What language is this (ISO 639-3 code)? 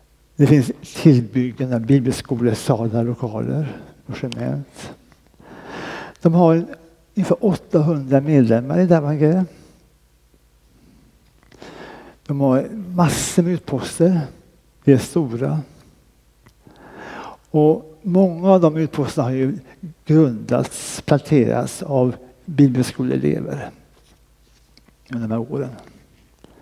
swe